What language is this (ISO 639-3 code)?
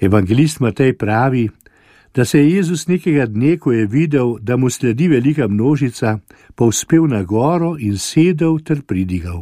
slv